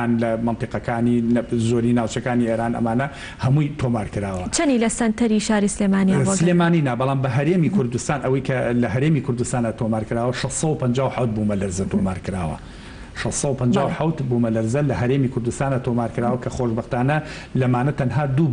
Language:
Central Kurdish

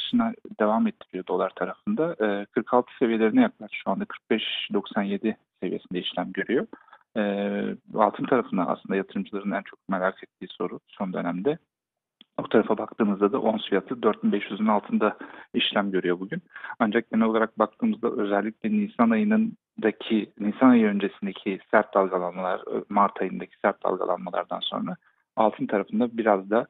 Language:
Turkish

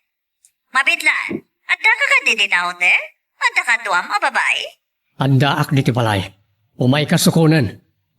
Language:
Iloko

